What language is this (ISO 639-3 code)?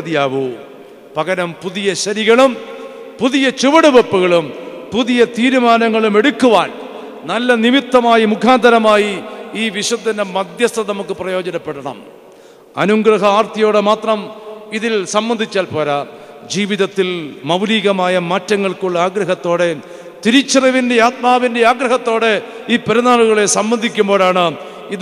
mal